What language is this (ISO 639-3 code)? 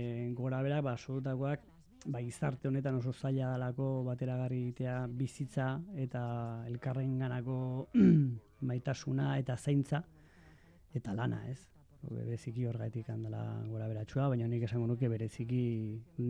eus